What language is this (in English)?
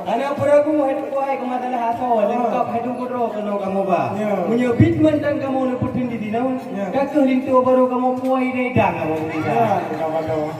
Achinese